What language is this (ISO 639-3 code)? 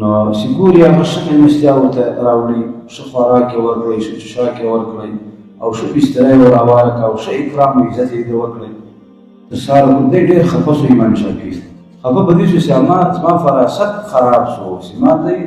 pus